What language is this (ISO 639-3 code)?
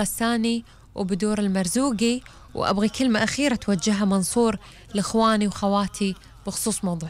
afb